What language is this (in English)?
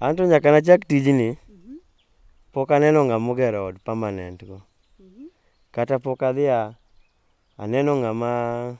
Luo (Kenya and Tanzania)